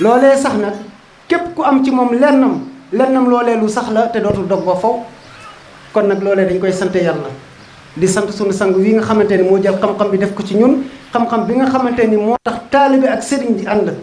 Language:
Wolof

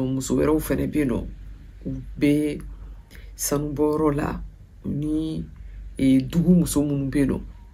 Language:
Bambara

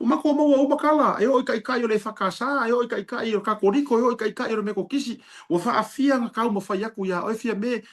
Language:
Samoan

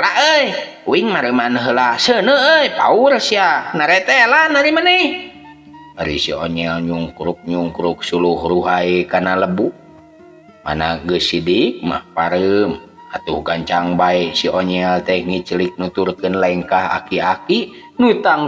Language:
Sundanese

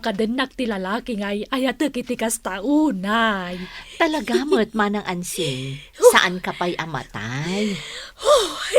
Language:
Iloko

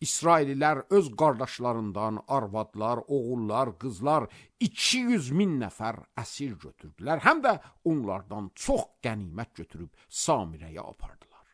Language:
Azerbaijani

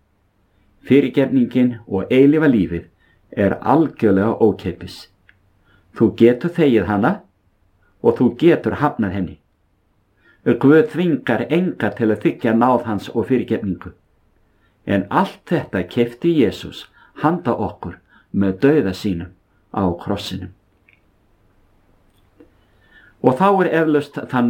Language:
Icelandic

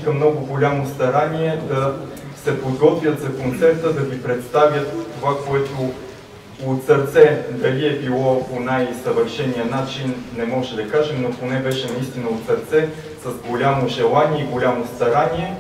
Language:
Bulgarian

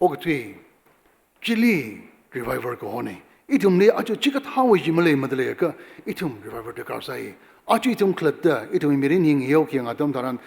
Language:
Tangkhul Naga (India)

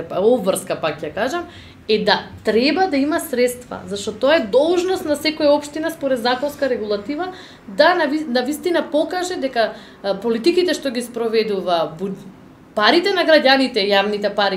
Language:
Macedonian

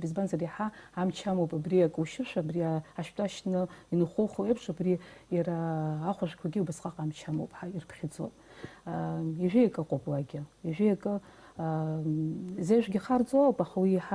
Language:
Abkhazian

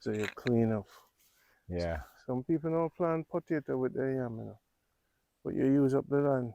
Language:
Jamaican Creole English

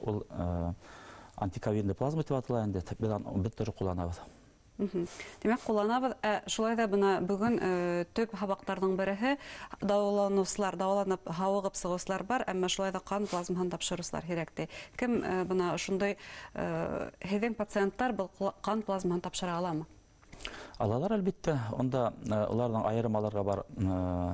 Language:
Bashkir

